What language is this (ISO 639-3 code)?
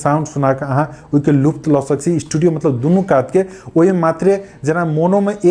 mai